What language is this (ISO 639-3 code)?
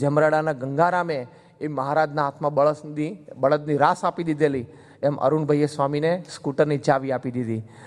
guj